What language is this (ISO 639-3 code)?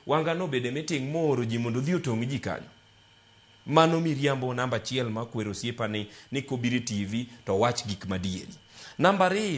luo